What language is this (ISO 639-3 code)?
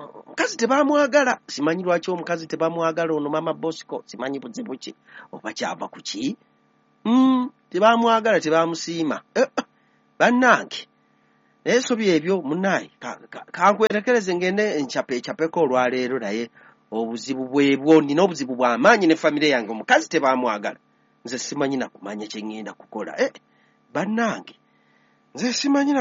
lug